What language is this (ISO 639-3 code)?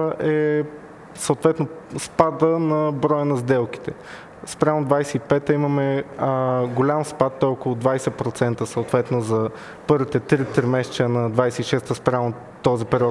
bul